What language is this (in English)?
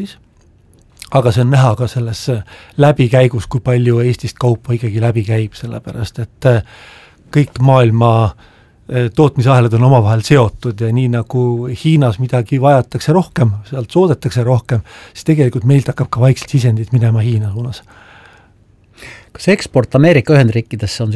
Estonian